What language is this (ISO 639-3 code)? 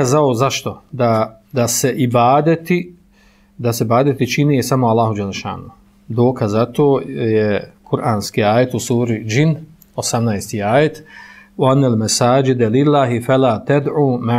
bos